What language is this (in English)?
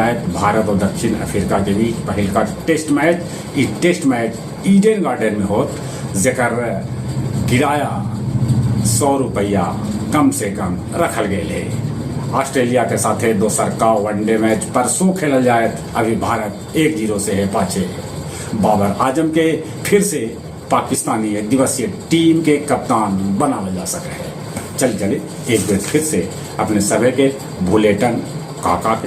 Magahi